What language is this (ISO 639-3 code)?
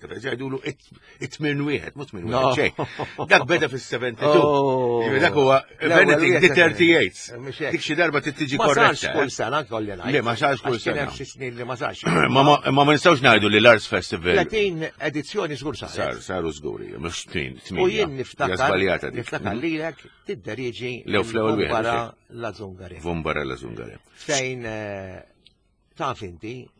mlt